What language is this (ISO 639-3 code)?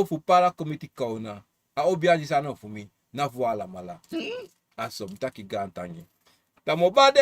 srn